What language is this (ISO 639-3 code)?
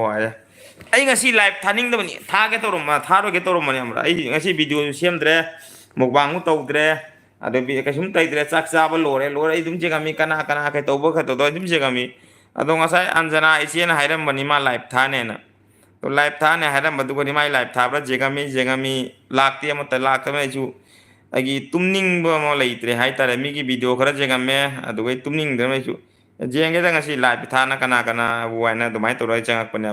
mni